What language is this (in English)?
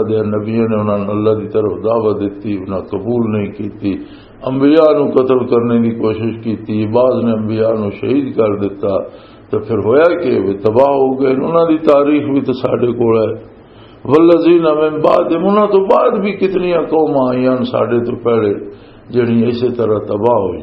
Western Panjabi